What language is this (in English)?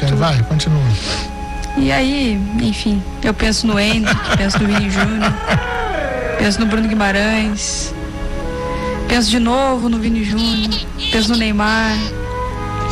Portuguese